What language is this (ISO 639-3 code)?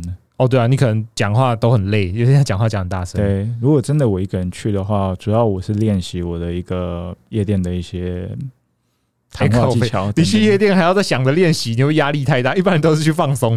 zho